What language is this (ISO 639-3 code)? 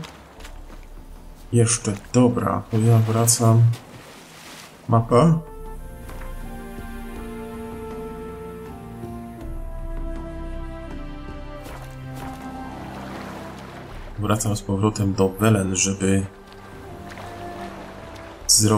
pol